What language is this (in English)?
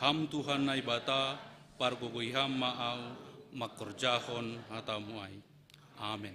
Batak Simalungun